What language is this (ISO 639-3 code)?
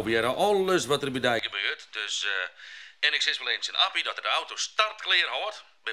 fry